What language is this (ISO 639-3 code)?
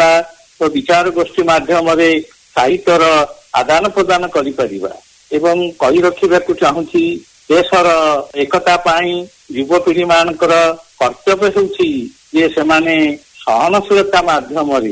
ori